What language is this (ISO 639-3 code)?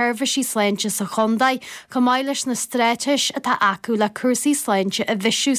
gle